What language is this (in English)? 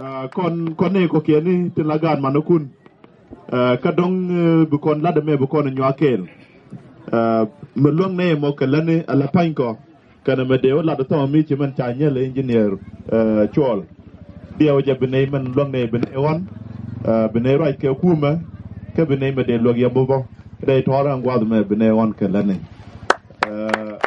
Nuer